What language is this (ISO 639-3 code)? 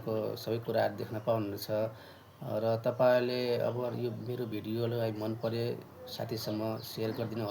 nep